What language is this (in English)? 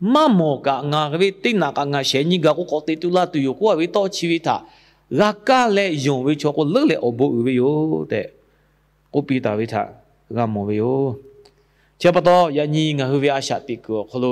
Lahu